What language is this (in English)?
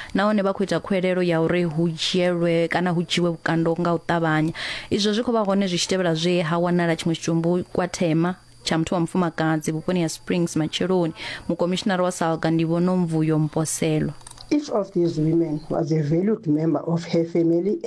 Venda